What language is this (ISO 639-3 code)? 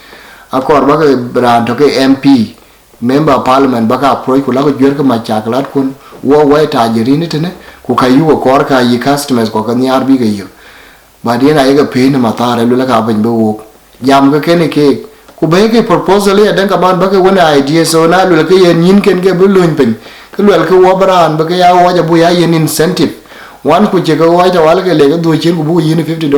din